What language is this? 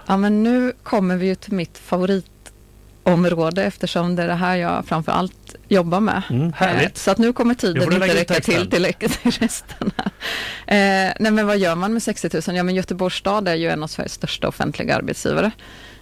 Swedish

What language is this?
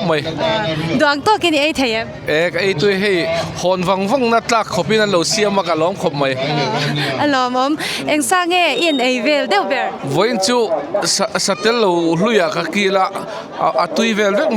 Mizo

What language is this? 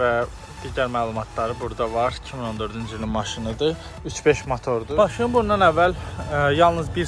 Azerbaijani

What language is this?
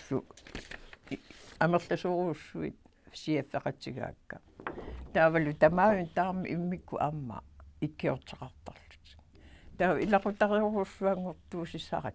Kalaallisut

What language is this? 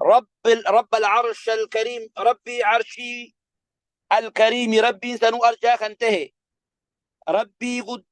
Oromo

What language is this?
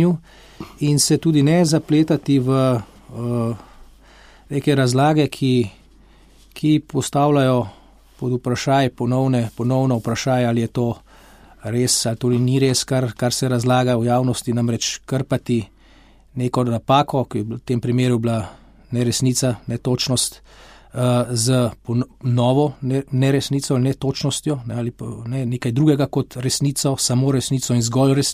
Slovenian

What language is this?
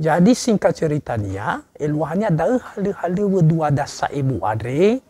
Nias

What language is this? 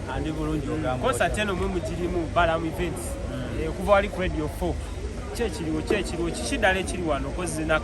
Ganda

